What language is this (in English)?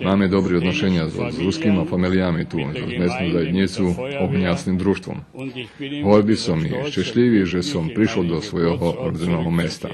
Rusyn